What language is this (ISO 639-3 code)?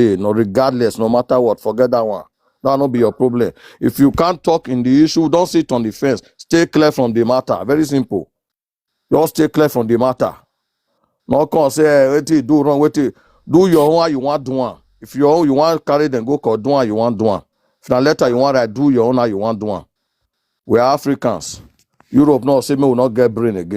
pcm